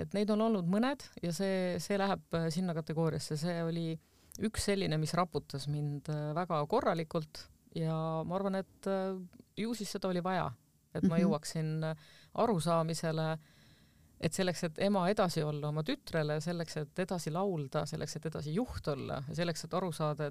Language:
Estonian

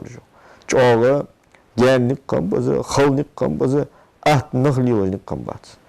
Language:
Ingush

